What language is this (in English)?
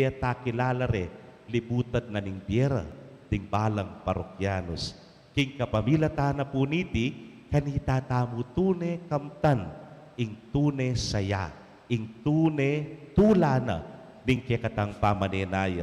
Pampanga